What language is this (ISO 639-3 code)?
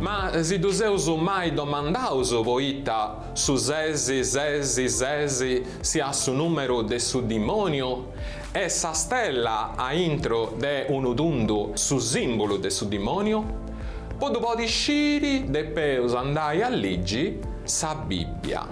srd